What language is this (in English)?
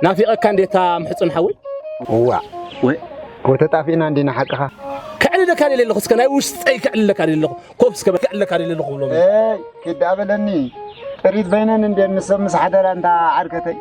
Tigrinya